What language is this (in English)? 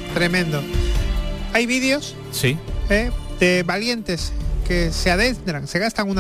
Spanish